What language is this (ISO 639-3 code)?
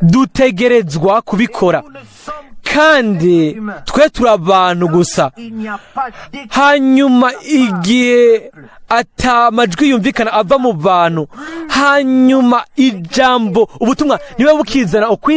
run